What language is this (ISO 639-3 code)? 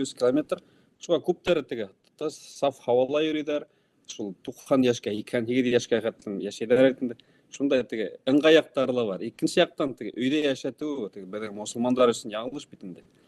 bak